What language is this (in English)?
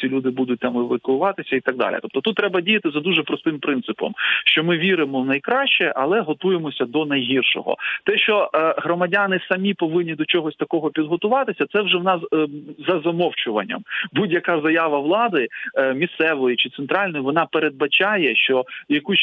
Ukrainian